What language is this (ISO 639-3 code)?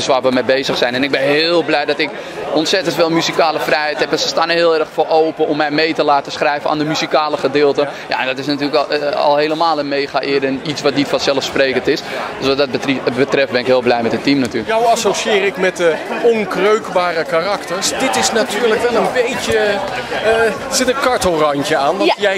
nld